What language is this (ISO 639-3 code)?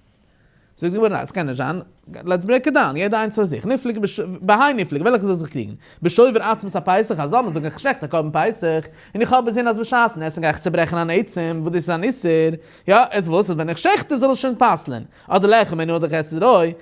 yid